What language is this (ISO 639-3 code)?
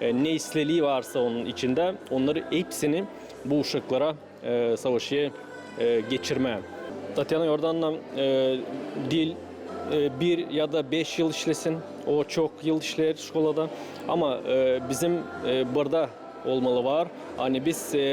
gag